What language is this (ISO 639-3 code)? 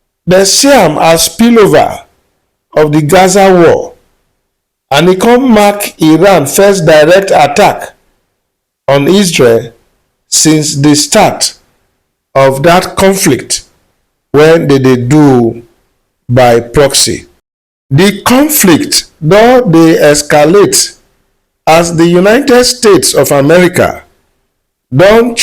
pcm